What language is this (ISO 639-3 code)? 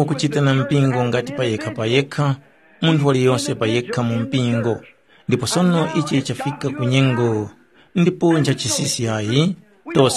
tum